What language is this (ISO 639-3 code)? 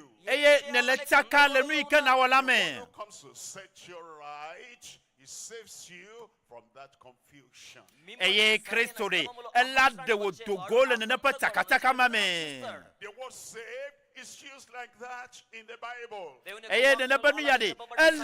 ewe